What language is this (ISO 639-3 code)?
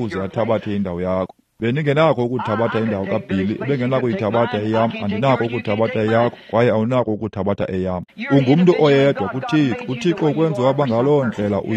xho